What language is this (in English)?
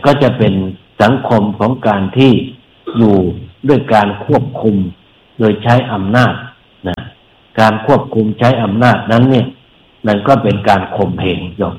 Thai